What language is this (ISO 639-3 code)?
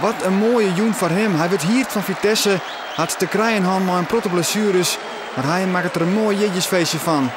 fry